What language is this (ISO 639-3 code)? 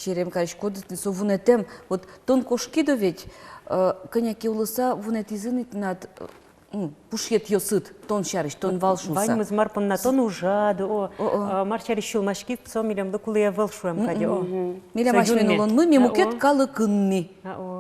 udm